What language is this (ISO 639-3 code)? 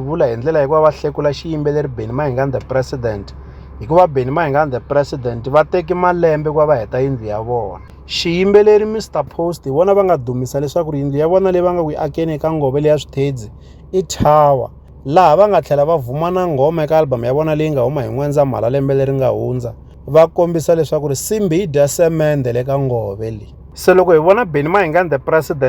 tso